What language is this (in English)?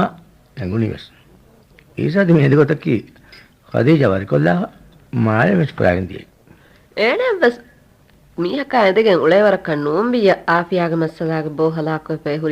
Divehi